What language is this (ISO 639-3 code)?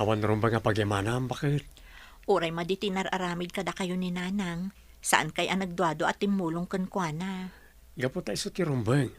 ilo